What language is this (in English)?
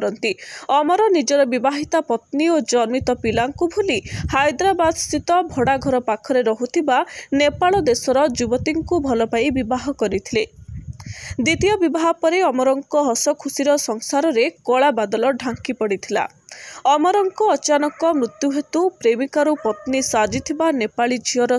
Odia